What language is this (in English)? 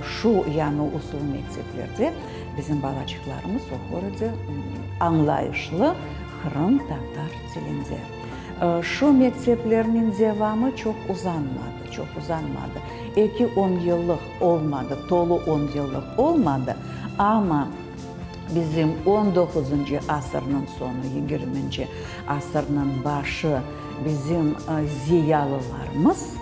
Crimean Tatar